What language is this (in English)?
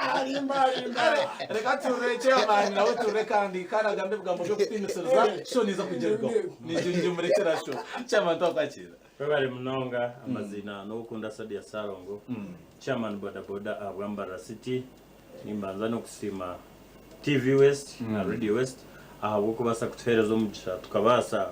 Nyankole